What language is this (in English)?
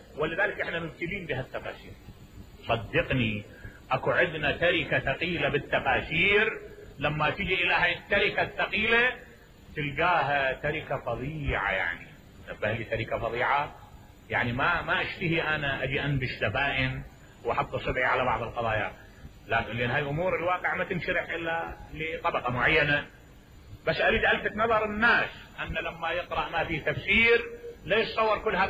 Mesopotamian Arabic